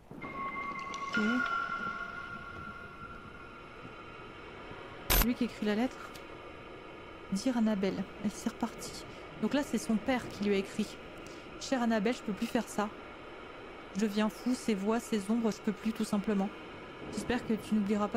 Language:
French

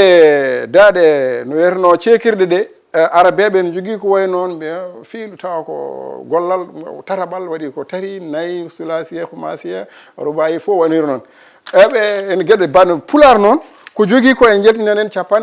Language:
Fula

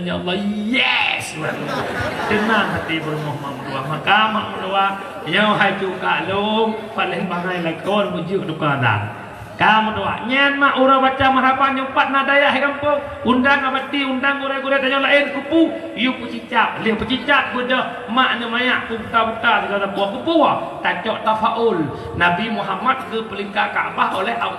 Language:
Achinese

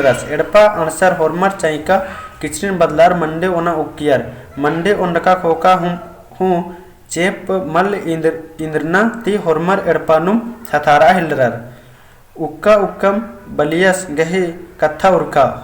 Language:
Kurukh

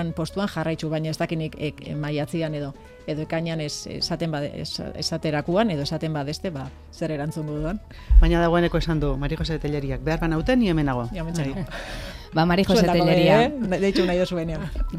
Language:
Basque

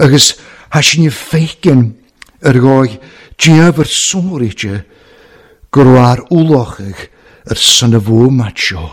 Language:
Welsh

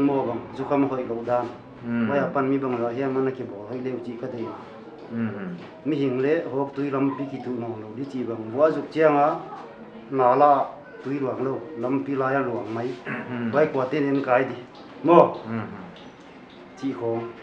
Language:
Paite Chin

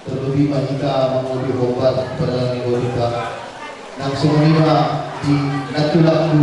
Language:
Batak Toba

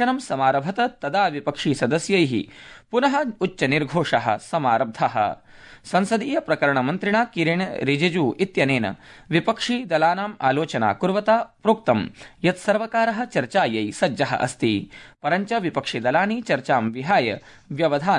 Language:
Sanskrit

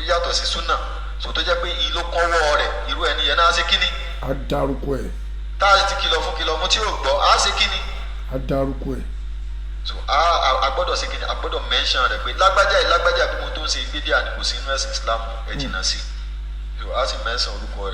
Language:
Yoruba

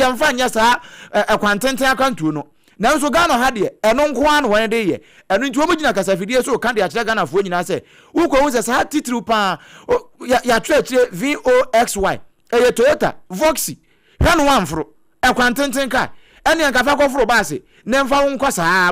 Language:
Akan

